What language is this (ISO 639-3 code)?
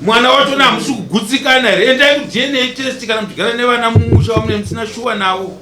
sna